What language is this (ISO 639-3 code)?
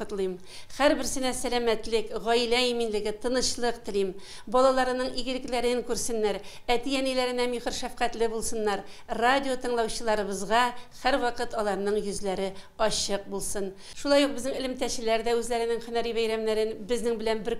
tat